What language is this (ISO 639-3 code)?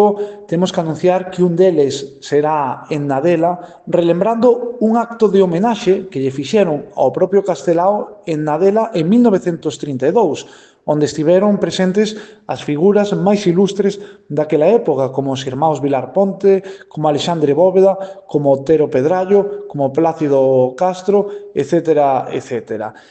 glg